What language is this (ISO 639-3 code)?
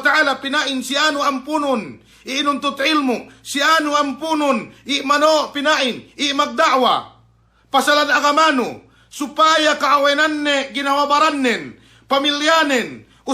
yka